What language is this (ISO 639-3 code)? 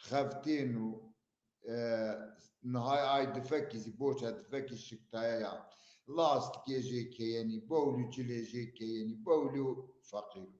zza